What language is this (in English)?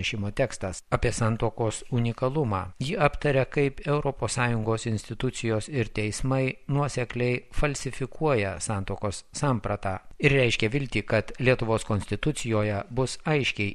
Lithuanian